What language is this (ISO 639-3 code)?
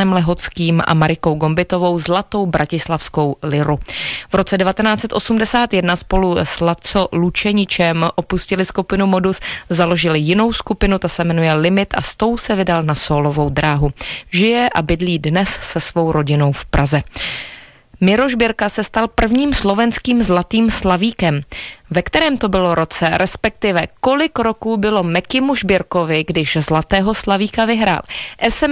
ces